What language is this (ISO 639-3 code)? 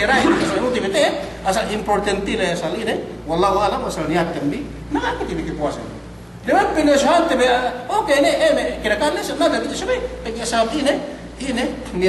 yka